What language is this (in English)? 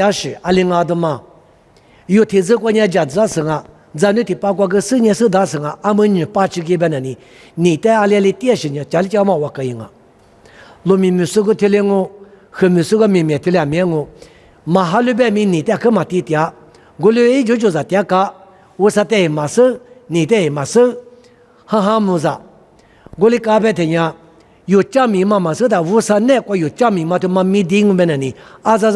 Lisu